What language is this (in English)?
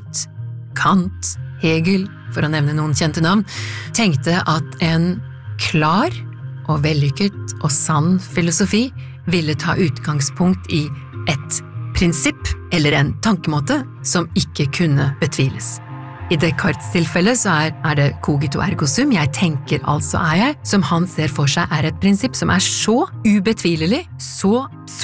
Norwegian